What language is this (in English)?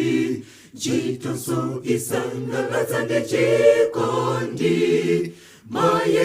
Nyanja